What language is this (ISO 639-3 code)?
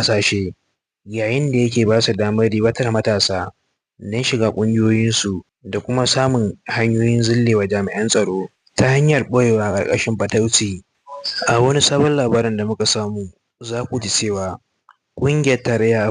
hau